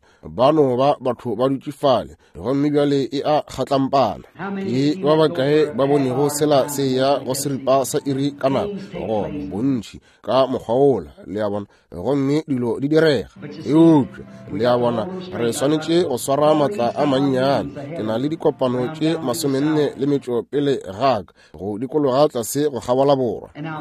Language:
Northern Sotho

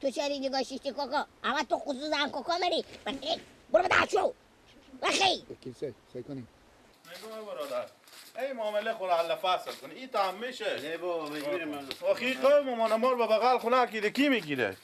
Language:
Persian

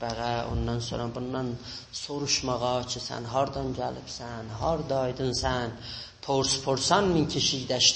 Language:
South Azerbaijani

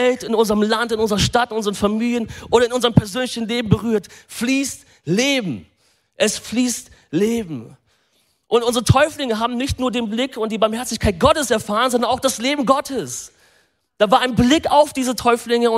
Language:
German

